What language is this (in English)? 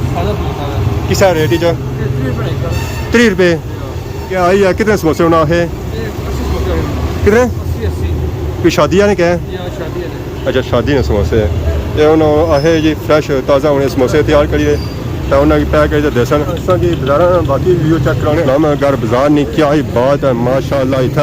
Pahari-Potwari